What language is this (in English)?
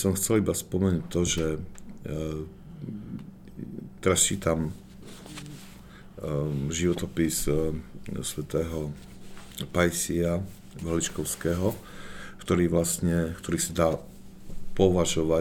Slovak